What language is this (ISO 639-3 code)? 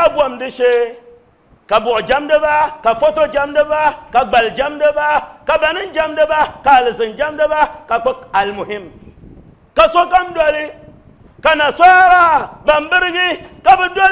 dag